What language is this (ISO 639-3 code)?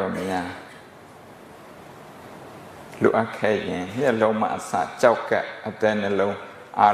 mya